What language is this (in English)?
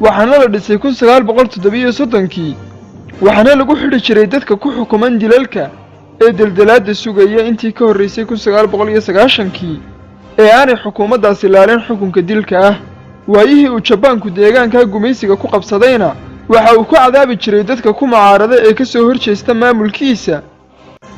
Somali